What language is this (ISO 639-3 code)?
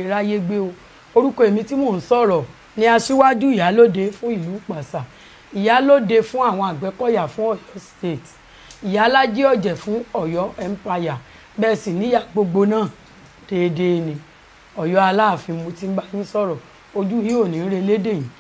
yor